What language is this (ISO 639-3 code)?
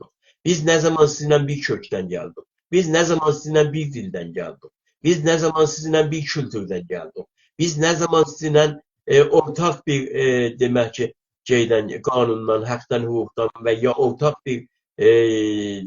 azb